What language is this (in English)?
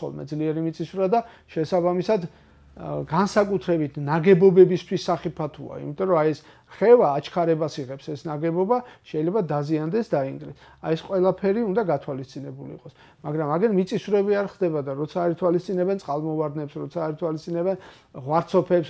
Georgian